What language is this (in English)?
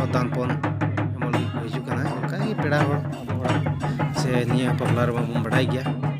Santali